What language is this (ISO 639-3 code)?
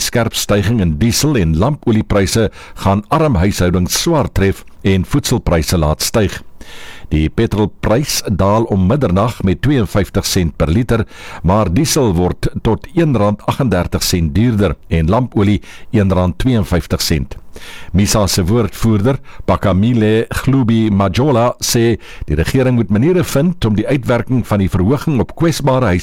afr